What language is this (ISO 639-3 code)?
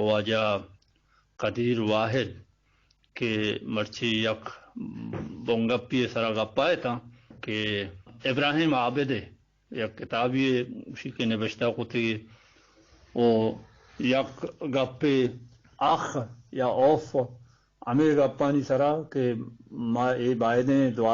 bgp